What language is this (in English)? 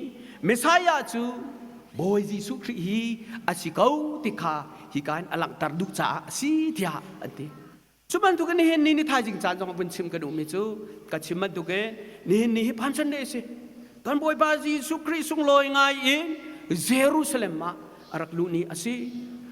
Hakha Chin